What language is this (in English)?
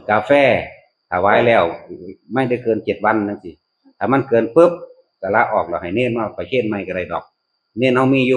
Northeastern Thai